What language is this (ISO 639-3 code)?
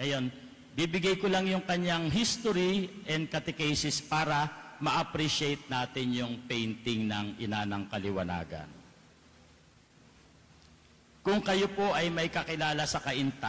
fil